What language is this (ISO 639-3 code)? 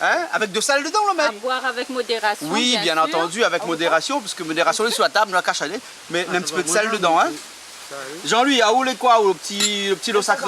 rcf